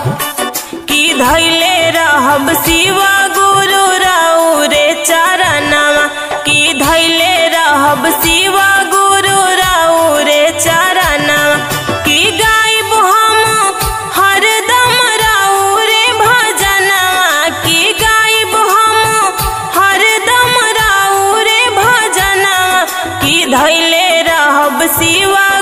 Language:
Bhojpuri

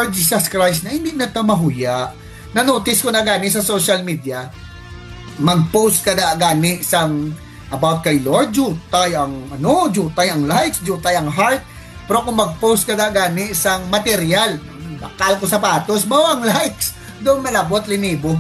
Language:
Hiligaynon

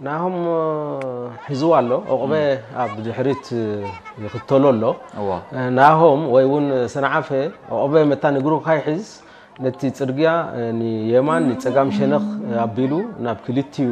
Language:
Tigrinya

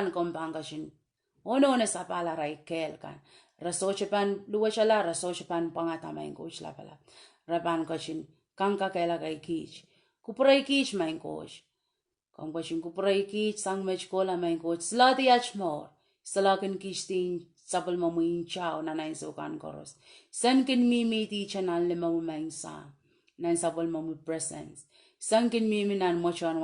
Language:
Pohnpeian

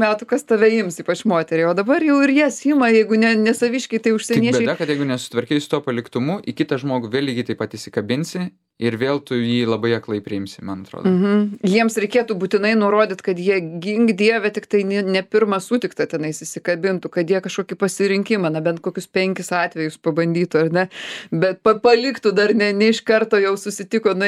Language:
Lithuanian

